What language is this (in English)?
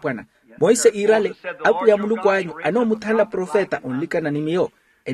Makhuwa